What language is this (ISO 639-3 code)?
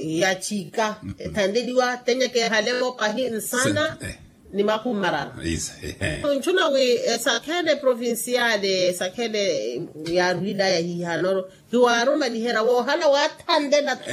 vmw